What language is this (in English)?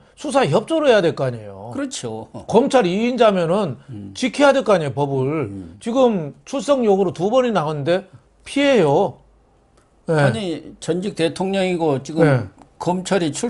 Korean